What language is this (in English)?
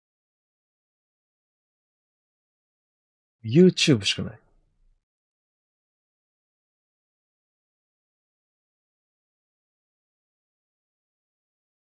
Japanese